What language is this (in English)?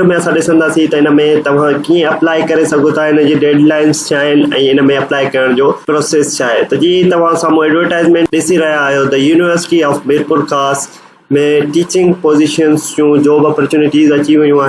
Sindhi